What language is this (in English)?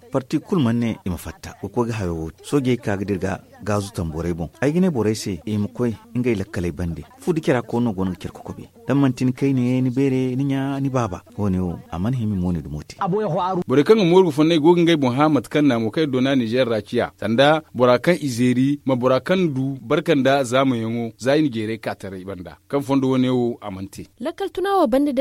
Zarma